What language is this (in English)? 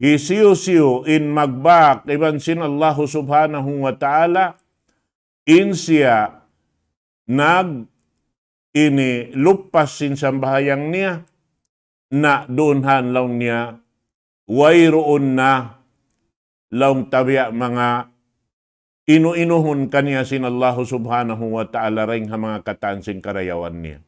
Tausug